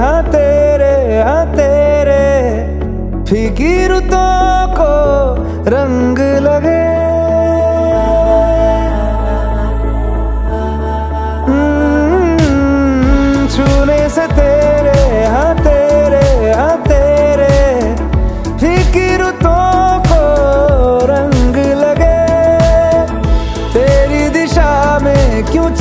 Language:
Hindi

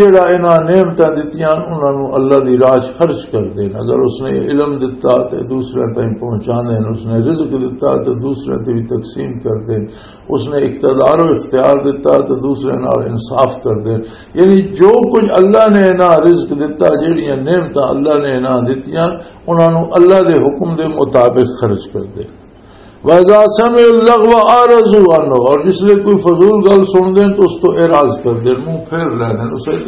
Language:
Western Panjabi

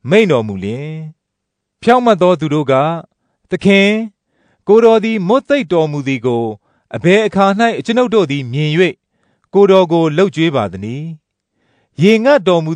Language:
Burmese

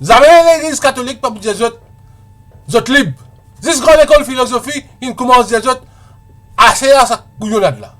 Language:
Morisyen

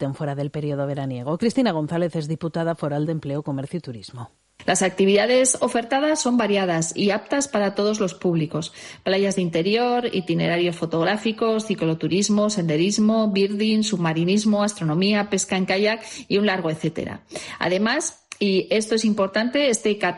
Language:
Spanish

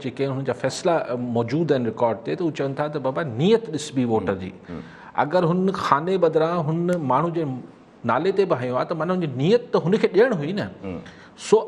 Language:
Sindhi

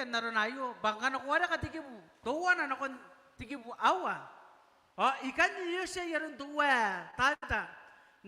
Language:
Gilbertese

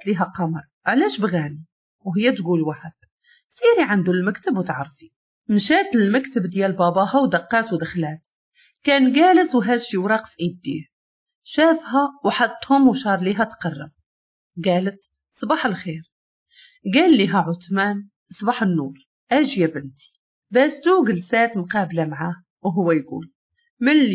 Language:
Moroccan Arabic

